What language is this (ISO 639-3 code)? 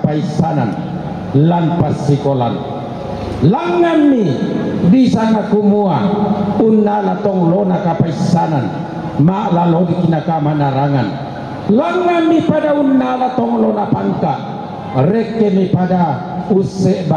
sda